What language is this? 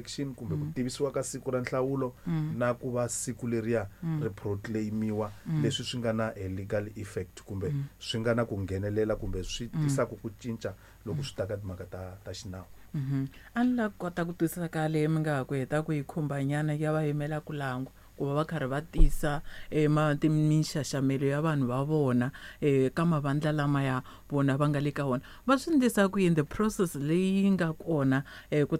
Tsonga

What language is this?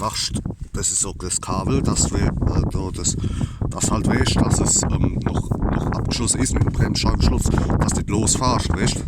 Palatine German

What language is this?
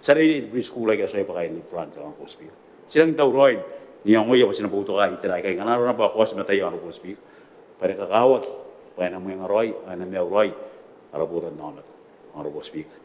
Gilbertese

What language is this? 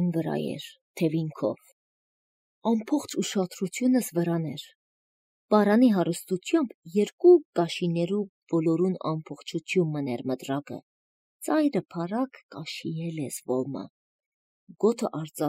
Armenian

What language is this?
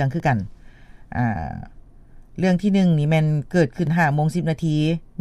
Lao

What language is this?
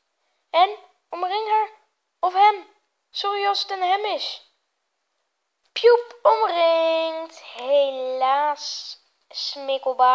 Dutch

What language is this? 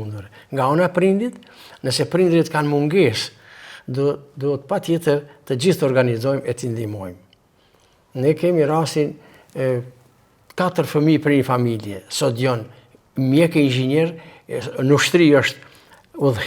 Albanian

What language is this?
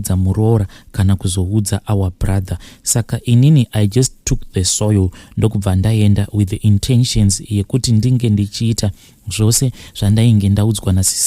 Shona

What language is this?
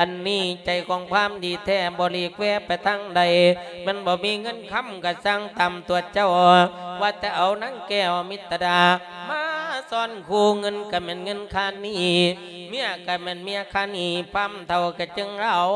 Lao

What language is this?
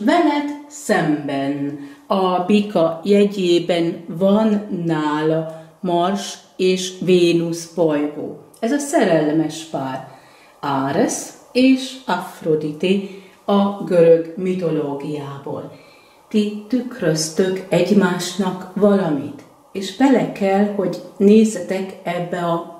Hungarian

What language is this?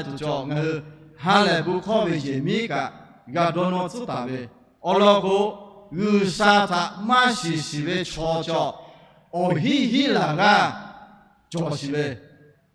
Lahu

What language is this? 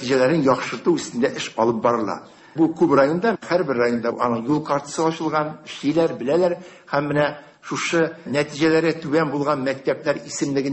Tatar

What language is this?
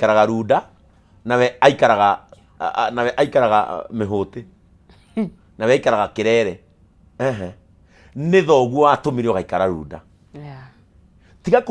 Kikuyu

